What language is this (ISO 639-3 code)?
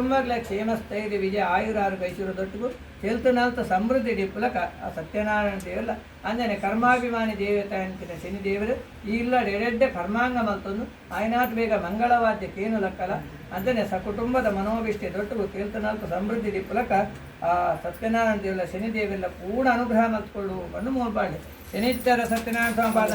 tcy